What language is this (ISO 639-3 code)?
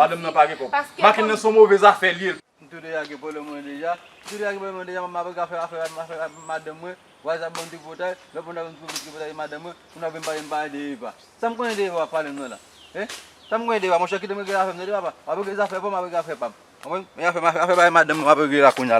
hat